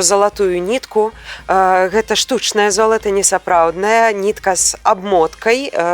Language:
Belarusian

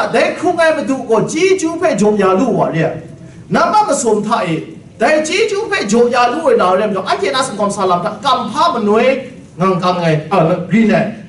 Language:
Kachin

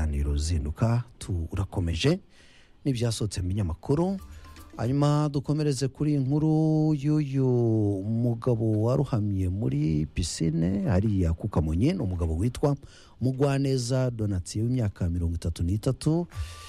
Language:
Kinyarwanda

